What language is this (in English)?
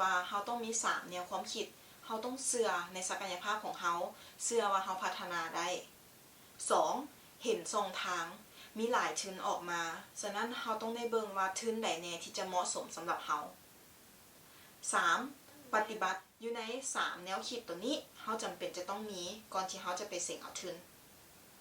Lao